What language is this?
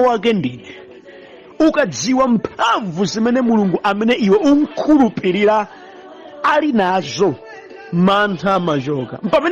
Nyanja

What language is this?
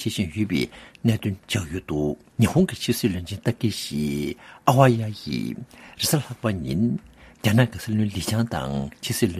Tibetan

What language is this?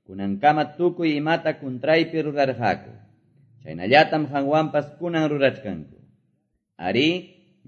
Quechua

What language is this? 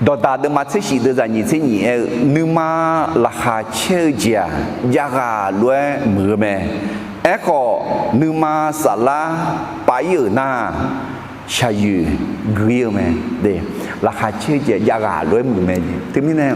Akha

